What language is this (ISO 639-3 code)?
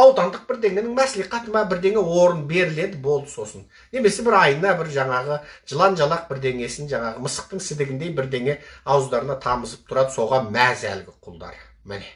kaz